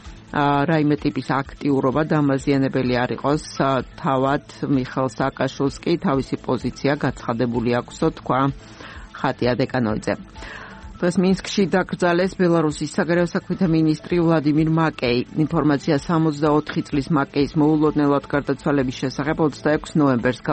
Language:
Georgian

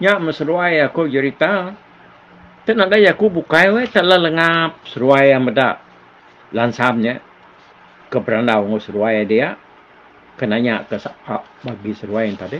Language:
Iban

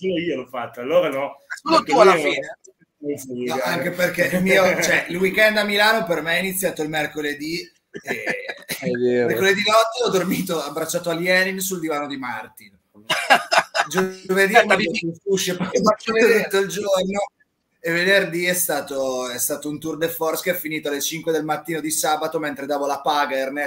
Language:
Italian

